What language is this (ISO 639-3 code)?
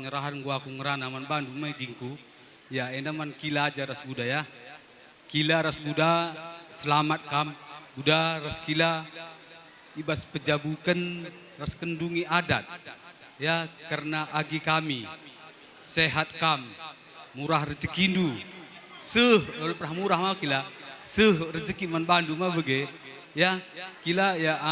btx